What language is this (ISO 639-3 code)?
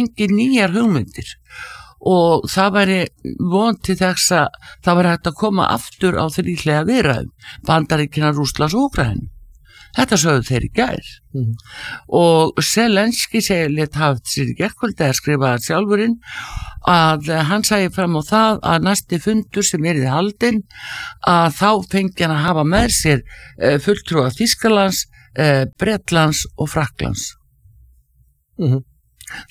isl